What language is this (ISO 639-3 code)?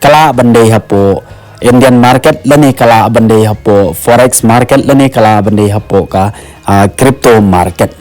kha